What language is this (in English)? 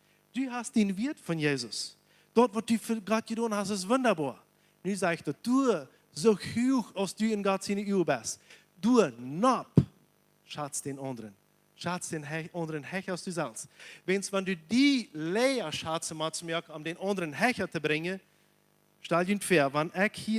Plautdietsch